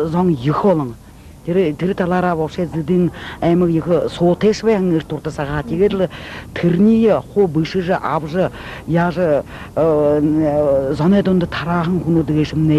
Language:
Buriat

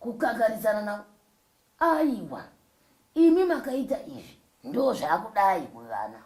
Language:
Shona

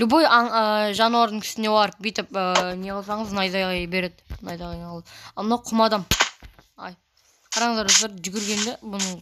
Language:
Kazakh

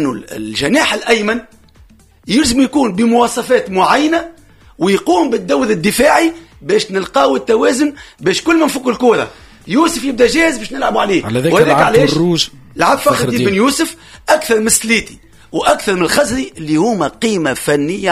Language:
Tunisian Arabic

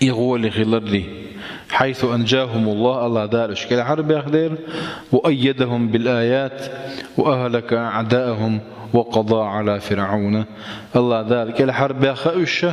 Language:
Chechen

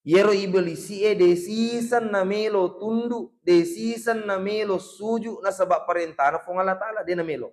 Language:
Buginese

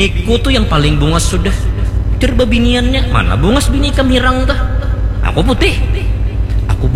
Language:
Banjar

